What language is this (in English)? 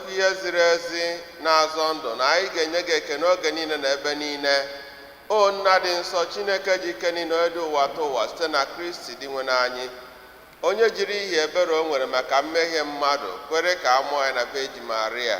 Igbo